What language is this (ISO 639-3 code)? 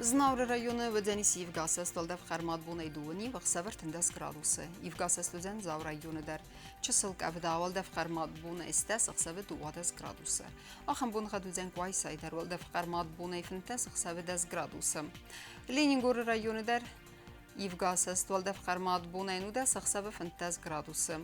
oss